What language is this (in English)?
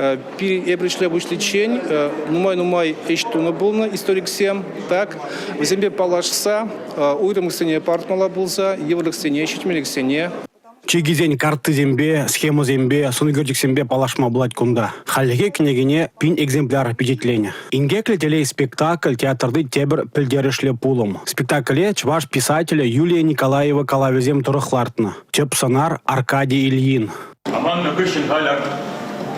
Chuvash